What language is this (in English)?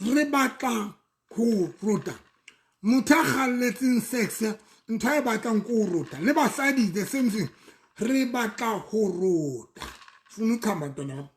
Southern Sotho